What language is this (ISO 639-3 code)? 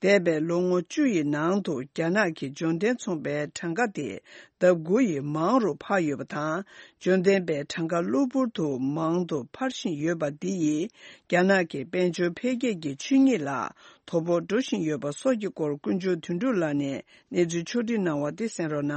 bod